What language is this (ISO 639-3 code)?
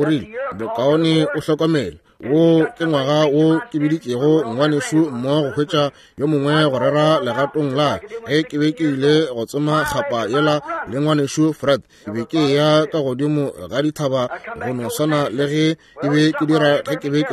nso